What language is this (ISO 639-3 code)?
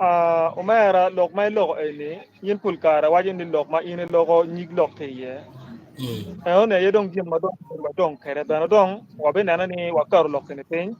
ach